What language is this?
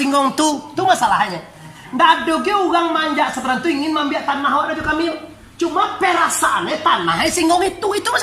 Minangkabau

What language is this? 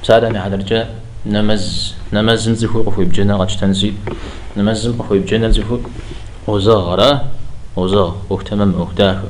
Kabardian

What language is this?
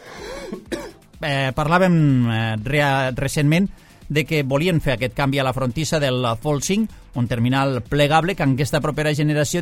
Catalan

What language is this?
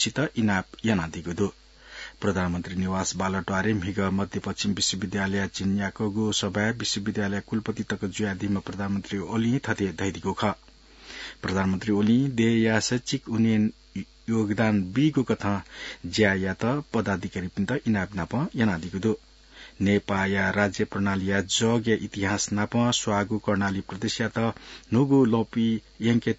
Newari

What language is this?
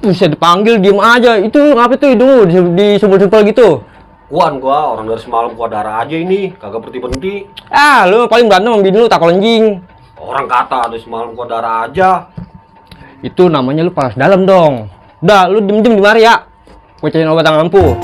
Betawi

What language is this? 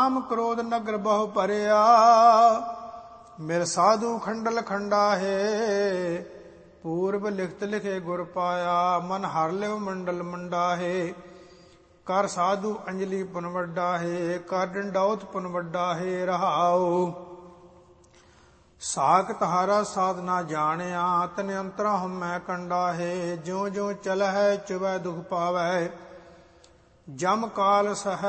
Punjabi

